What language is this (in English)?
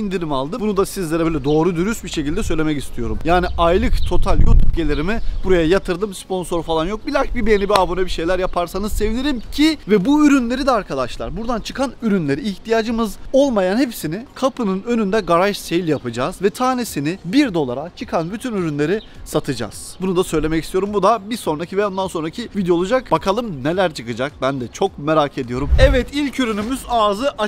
Turkish